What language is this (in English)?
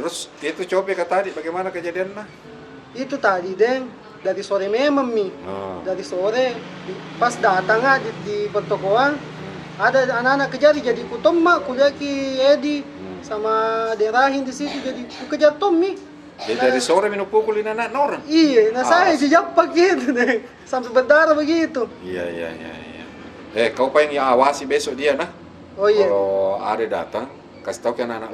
Makassar Malay